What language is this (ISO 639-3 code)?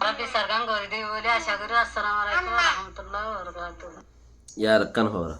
rhg